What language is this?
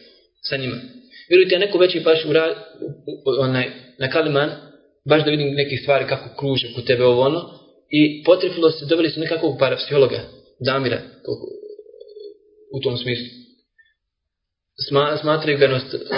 Bosnian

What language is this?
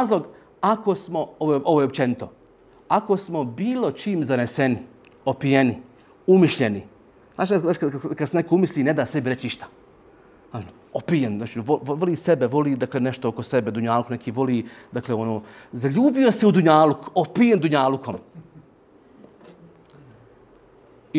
Bosnian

